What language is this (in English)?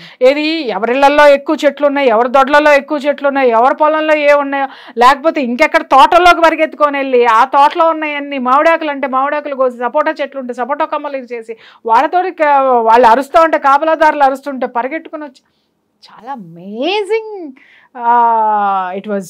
Telugu